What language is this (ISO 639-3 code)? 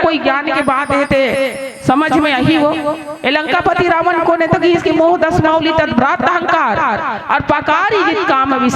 hne